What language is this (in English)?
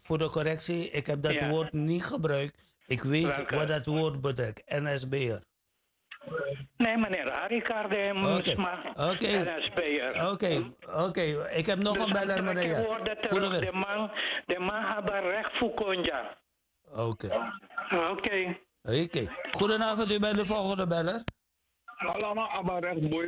Dutch